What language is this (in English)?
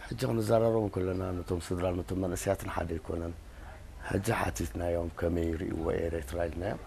Tigrinya